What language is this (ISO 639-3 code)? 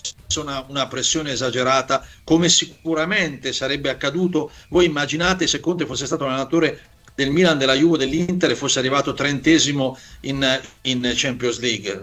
ita